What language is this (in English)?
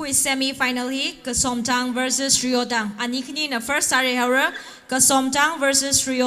Tangkhul Naga (India)